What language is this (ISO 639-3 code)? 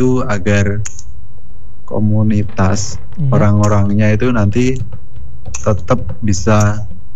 ind